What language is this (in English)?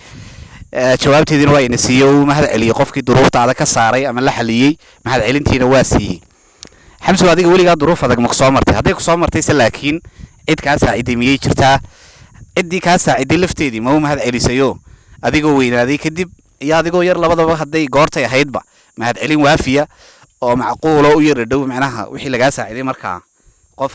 Somali